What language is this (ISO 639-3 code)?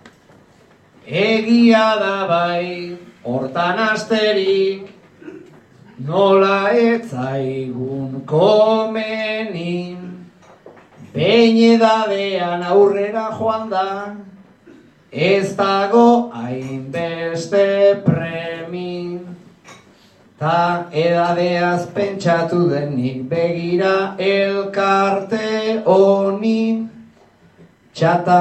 eus